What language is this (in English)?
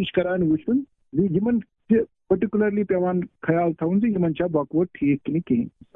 Kashmiri